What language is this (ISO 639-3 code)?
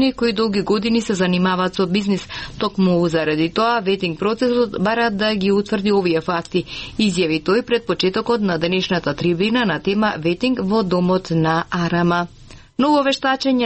mkd